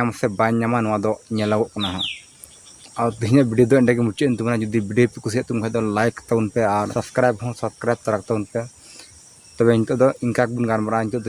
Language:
Santali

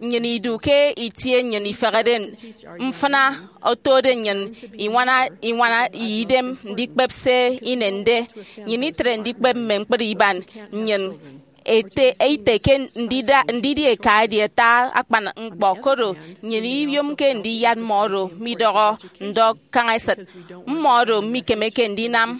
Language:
Efik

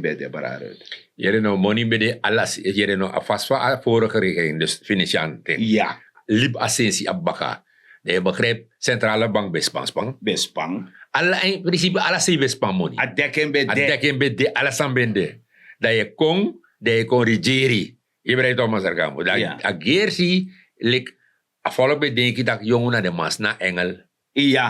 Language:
Sranan Tongo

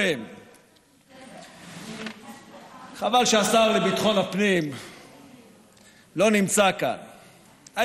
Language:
Hebrew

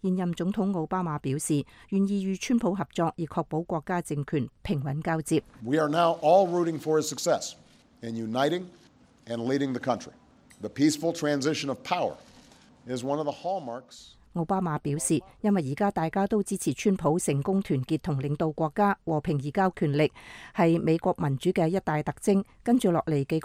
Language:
Cantonese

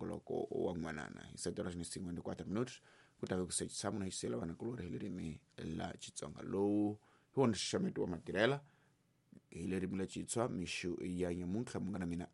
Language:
Tsonga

